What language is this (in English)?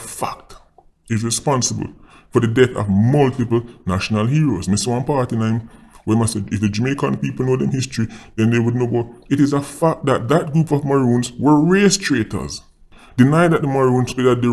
Jamaican Creole English